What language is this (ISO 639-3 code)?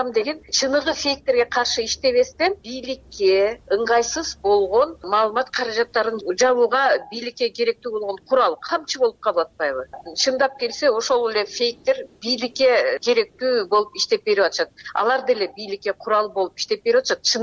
kir